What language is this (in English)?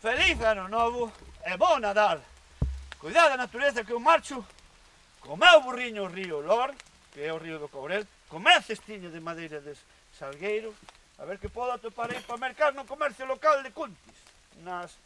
Galician